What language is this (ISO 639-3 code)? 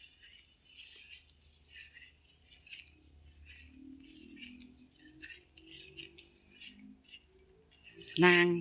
lao